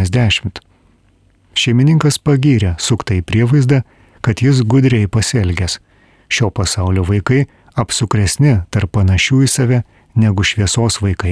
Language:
Lithuanian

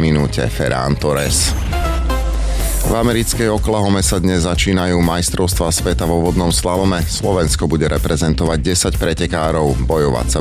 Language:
Slovak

